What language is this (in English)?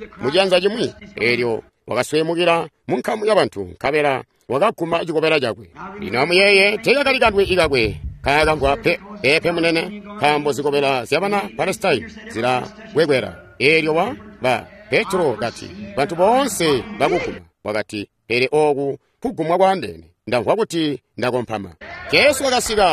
Tonga (Zambia)